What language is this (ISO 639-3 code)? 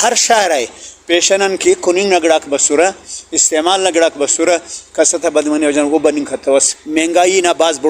brh